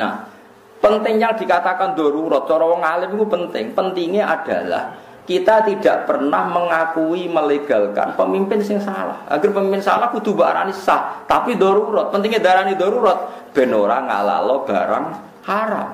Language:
Javanese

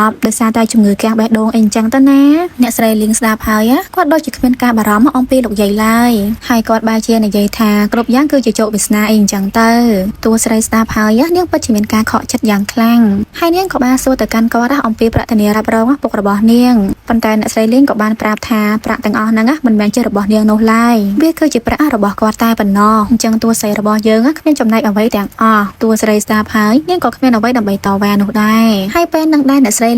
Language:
Khmer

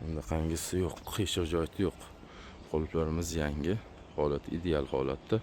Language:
Uzbek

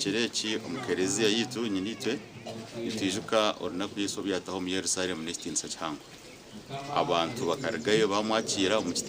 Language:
Nyankole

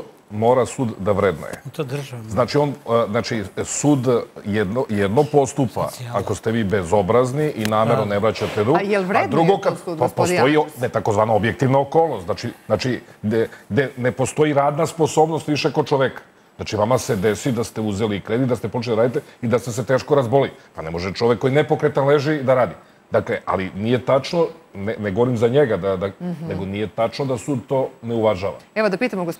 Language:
Serbian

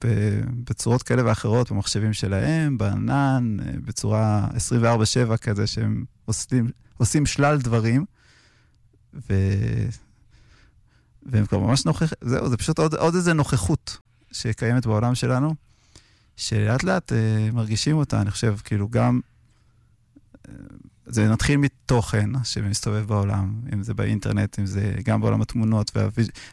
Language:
Hebrew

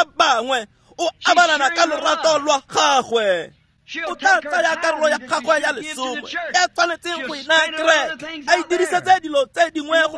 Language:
Tswana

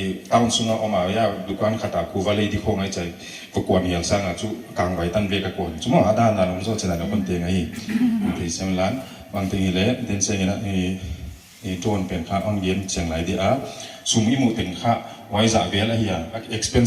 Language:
Paite Chin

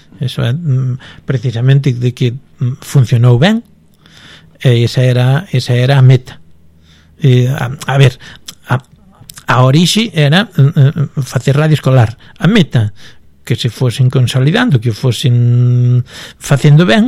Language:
Galician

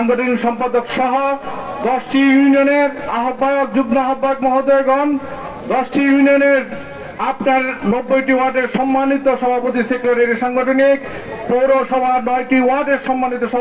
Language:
Bangla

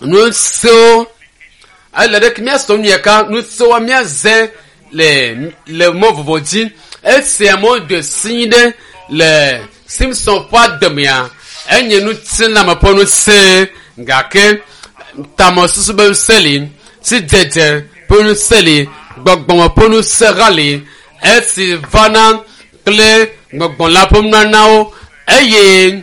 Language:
Ewe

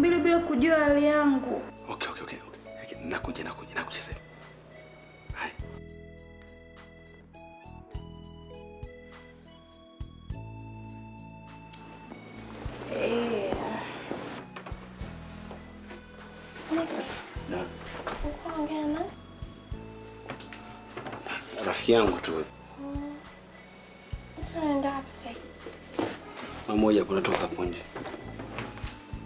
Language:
Swahili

